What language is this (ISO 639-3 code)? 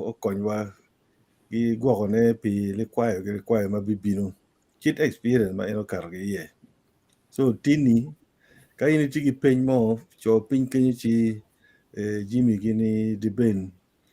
ach